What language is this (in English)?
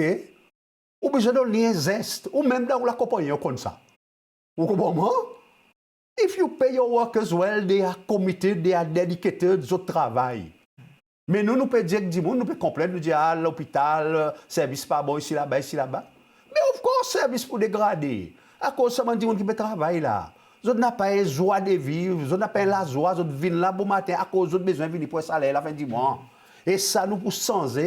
Seselwa Creole French